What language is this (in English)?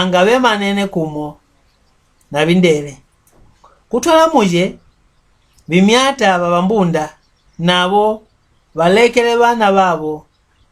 Mbunda